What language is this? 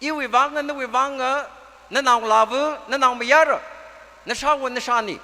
Tangkhul Naga (India)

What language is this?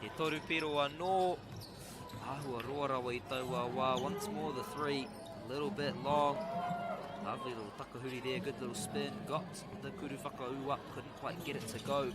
Māori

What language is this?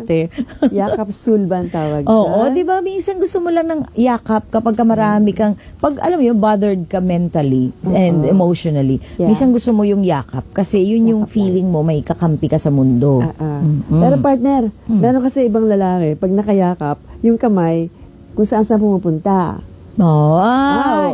Filipino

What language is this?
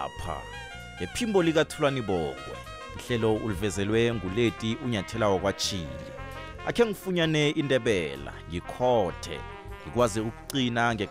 South Ndebele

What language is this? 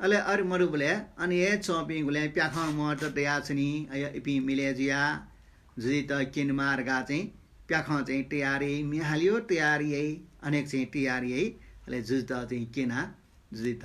Newari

